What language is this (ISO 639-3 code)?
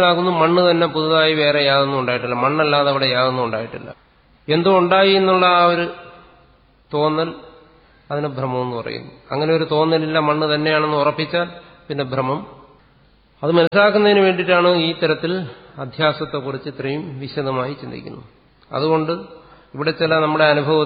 mal